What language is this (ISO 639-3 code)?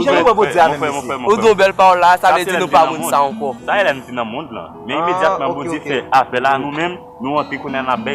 hat